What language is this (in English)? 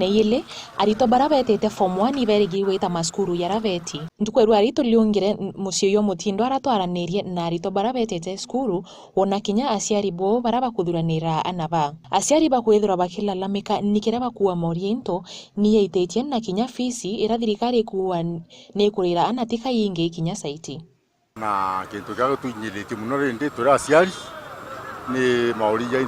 Meru